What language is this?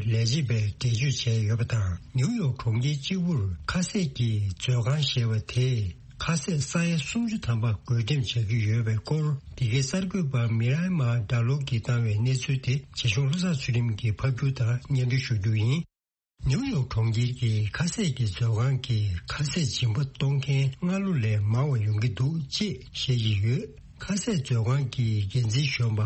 Tibetan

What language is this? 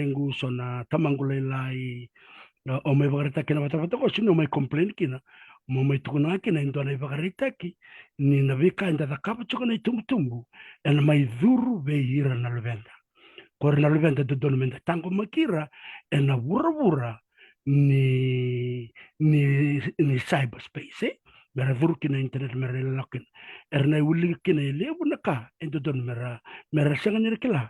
Fijian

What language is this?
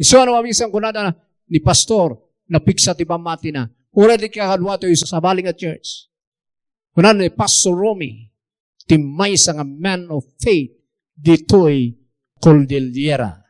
Iloko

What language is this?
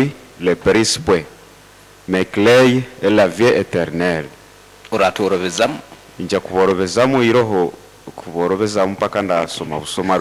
Nyoro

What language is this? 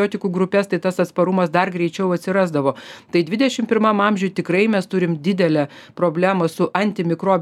Lithuanian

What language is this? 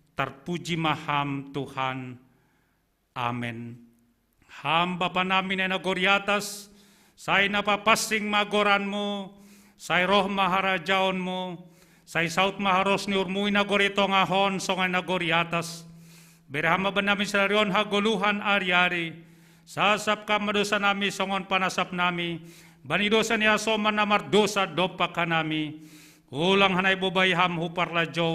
Batak Simalungun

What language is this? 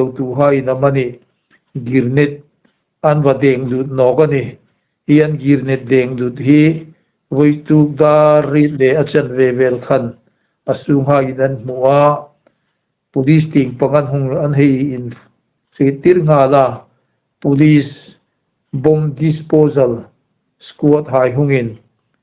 Hmar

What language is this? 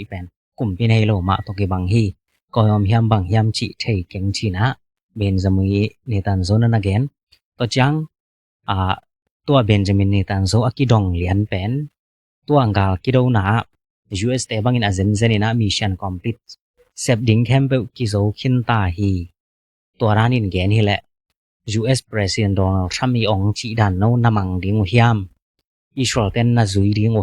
Tedim Chin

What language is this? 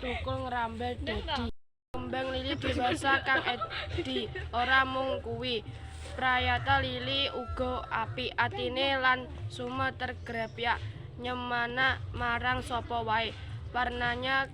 Javanese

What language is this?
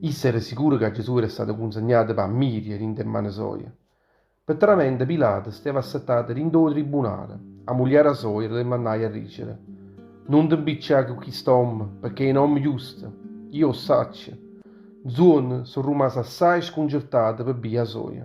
Neapolitan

